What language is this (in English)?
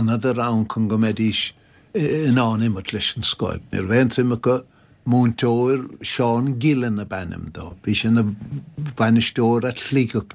Irish